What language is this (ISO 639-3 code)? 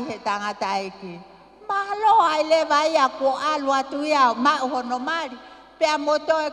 ton